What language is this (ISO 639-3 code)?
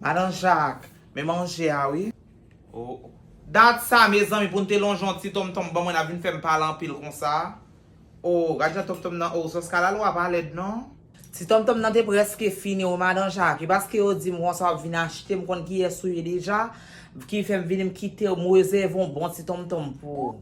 hat